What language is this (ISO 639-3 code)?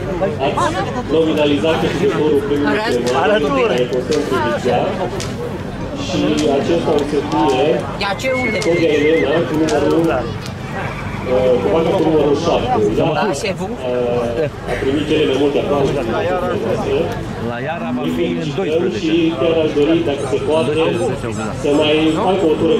ron